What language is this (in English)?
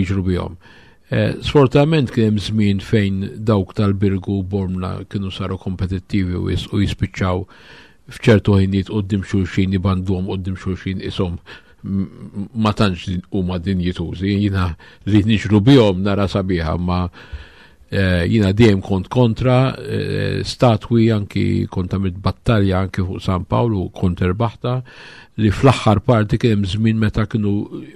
Maltese